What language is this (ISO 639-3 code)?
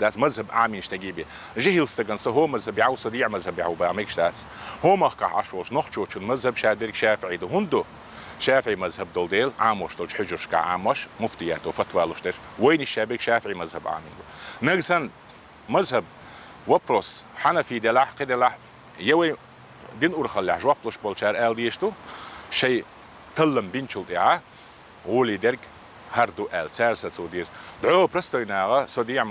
che